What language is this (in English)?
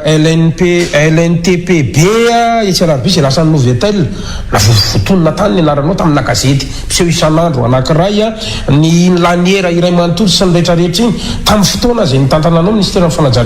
Malagasy